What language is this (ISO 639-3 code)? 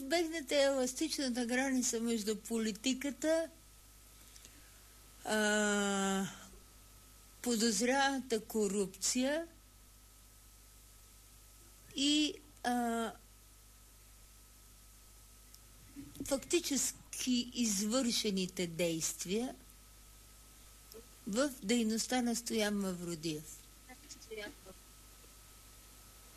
bul